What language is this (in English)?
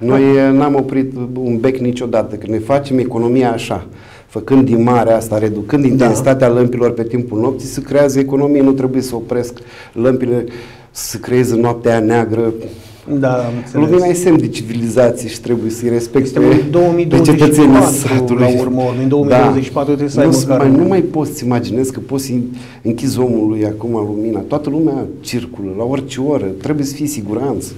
Romanian